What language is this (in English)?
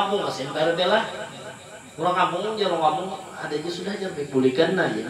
Banjar